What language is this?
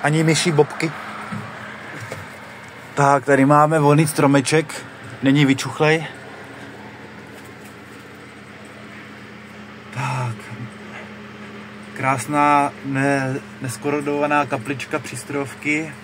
Czech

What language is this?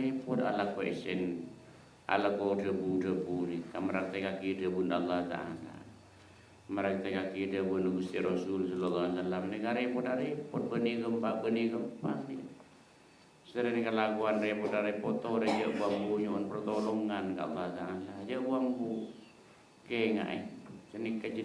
Madurese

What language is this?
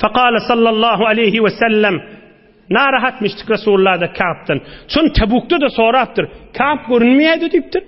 Turkmen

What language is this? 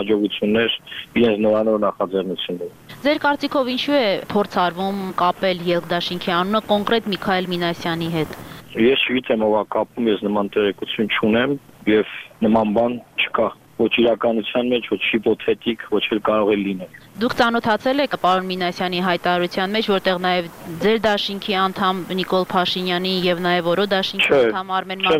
Armenian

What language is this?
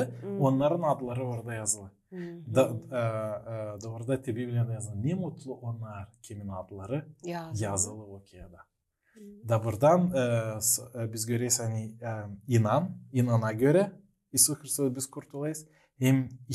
Gagauz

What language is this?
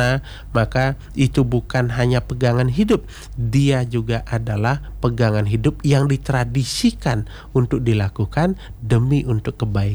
Indonesian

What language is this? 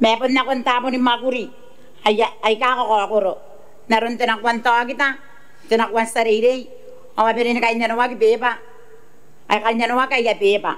Gilbertese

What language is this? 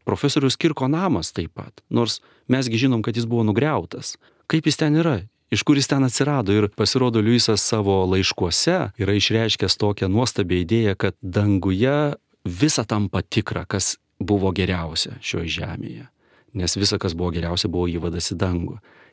Lithuanian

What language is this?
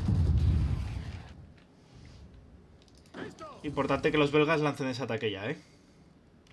Spanish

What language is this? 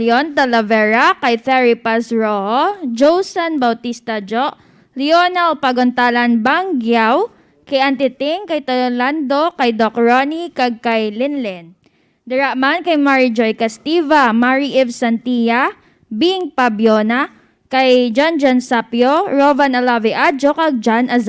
Hiligaynon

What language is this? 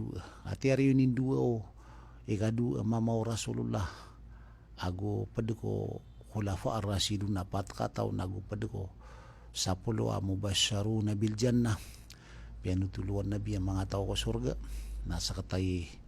Maranao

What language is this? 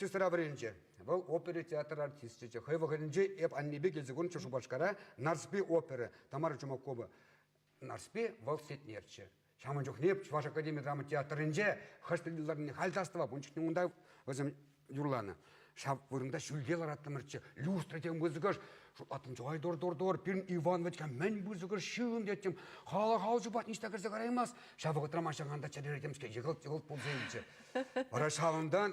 Chuvash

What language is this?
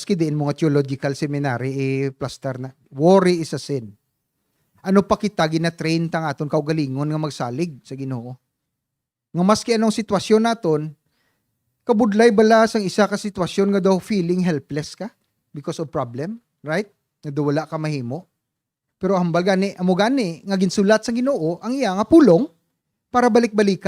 Hiligaynon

